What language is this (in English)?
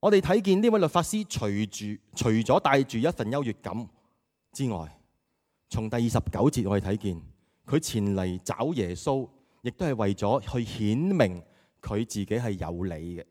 Cantonese